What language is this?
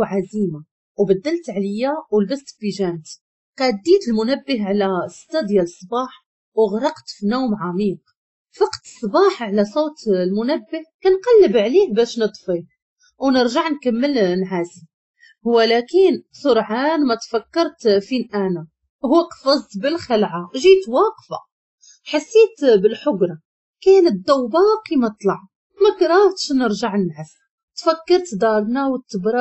Moroccan Arabic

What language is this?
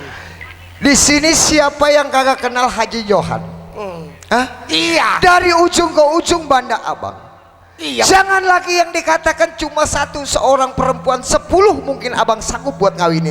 Betawi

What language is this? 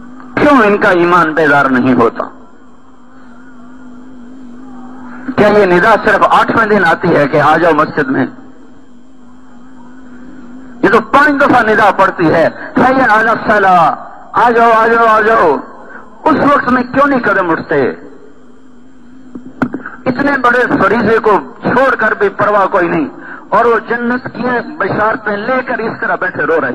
Urdu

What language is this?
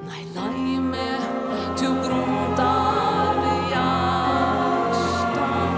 Faroese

